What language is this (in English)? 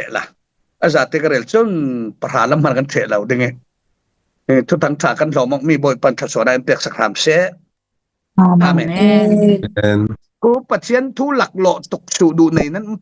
Falam Chin